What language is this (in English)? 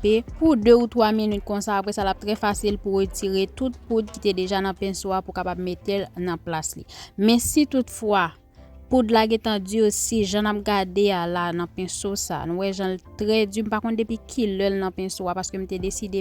Haitian Creole